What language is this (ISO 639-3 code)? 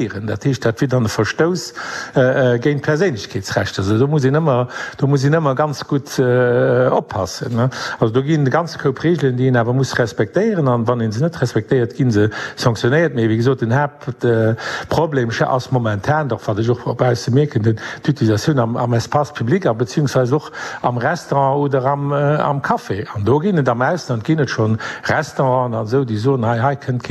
ltz